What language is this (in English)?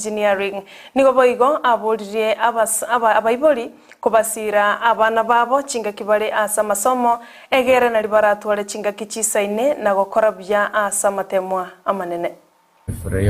Gusii